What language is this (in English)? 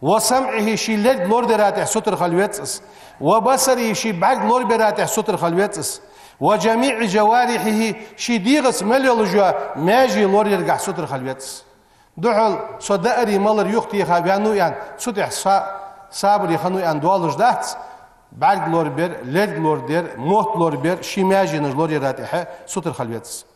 Ingush